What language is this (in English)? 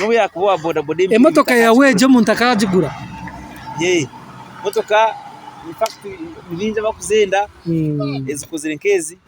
Nyankole